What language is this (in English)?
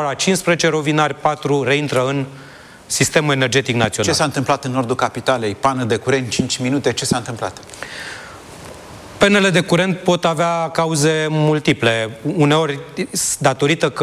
Romanian